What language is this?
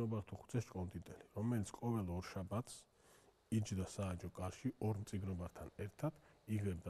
Georgian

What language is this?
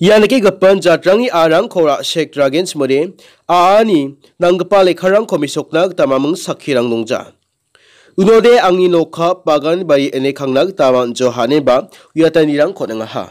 Garo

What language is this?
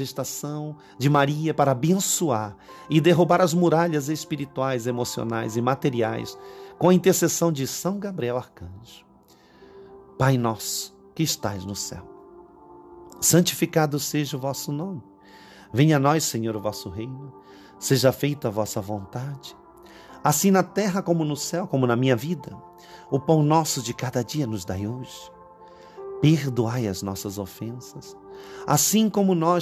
Portuguese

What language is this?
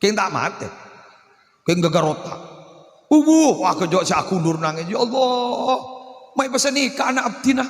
Madurese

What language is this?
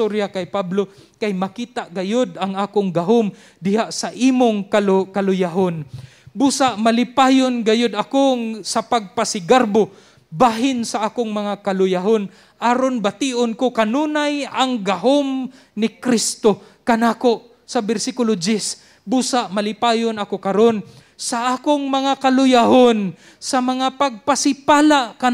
Cebuano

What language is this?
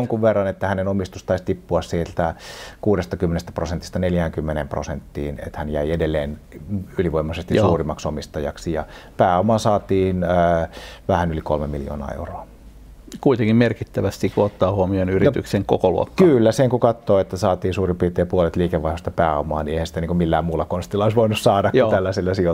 Finnish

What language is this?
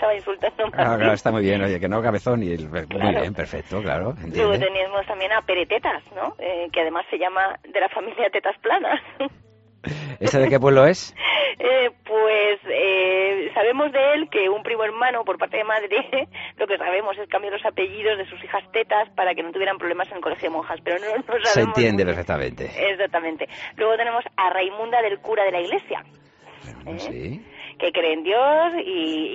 Spanish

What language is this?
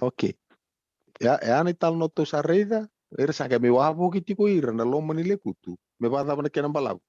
Fijian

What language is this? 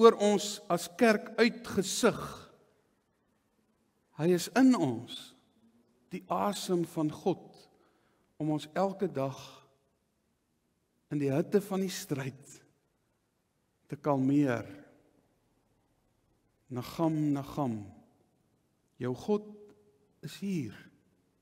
Afrikaans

